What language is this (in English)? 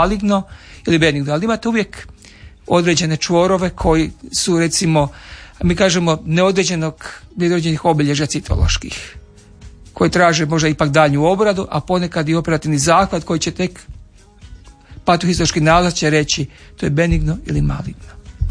Croatian